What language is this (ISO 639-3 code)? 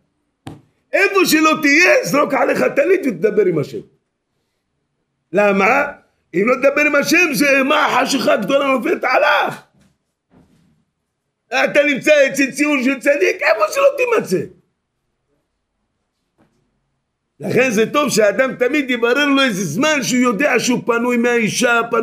heb